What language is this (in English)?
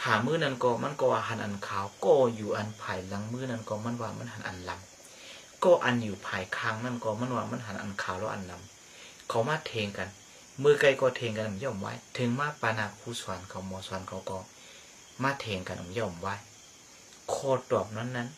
Shan